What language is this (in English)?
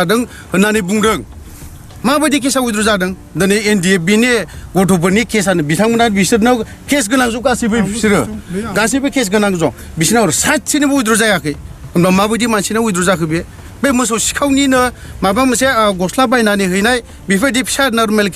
Bodo